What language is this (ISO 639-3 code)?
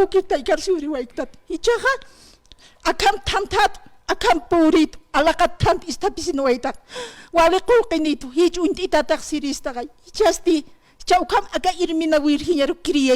aym